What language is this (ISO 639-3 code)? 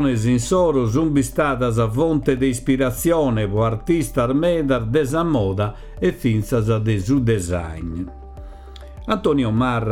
srd